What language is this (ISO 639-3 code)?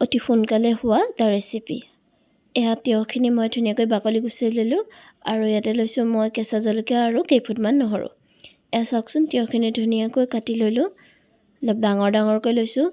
asm